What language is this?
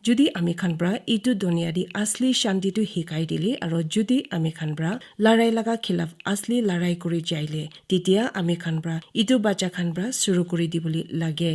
Naga Pidgin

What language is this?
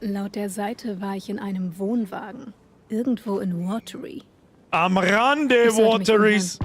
Bavarian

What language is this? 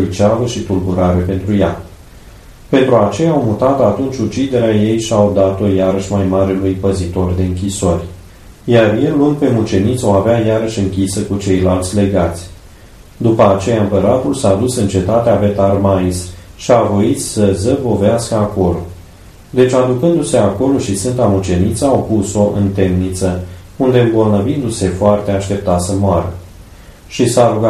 Romanian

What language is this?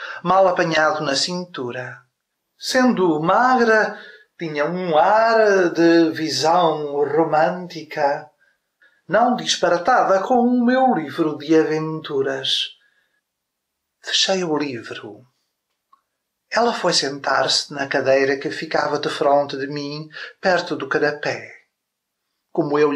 Portuguese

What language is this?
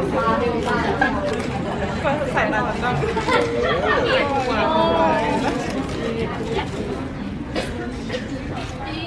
Thai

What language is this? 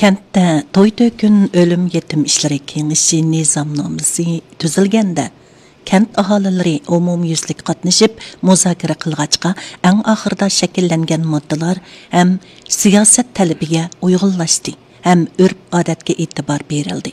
Uyghur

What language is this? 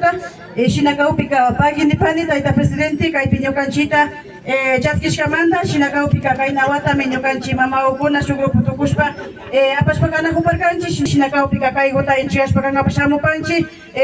Imbabura Highland Quichua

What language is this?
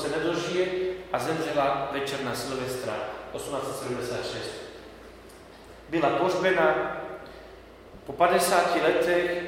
Slovak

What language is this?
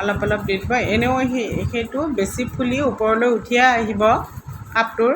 Assamese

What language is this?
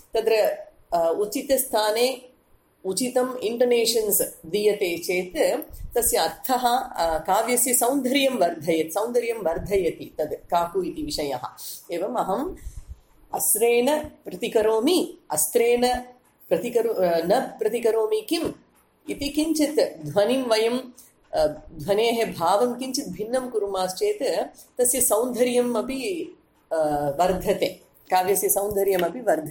Sanskrit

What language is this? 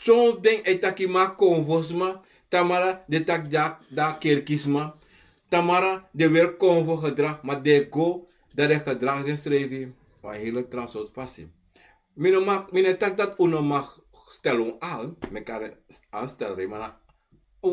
Sranan Tongo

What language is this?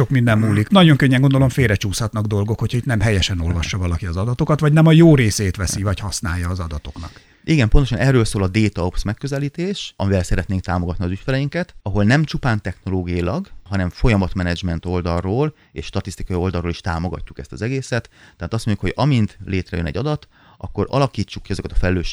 Hungarian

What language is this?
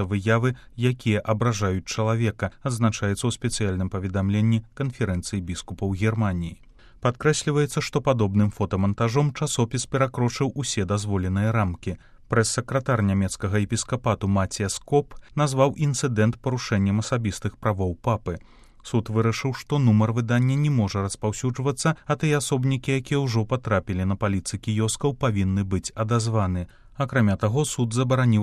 Belarusian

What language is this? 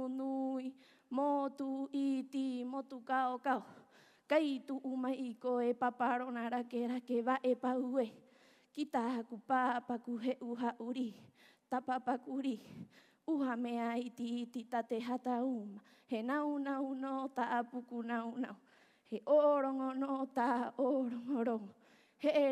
Rapanui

